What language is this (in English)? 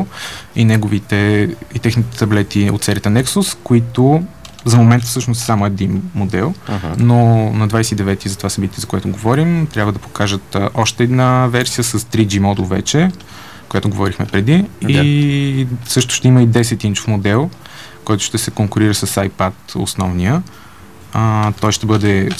Bulgarian